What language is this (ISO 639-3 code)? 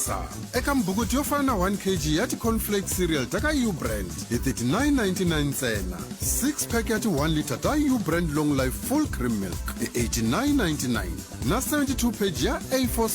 tso